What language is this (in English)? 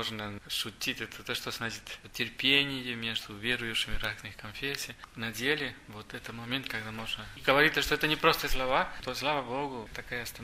Russian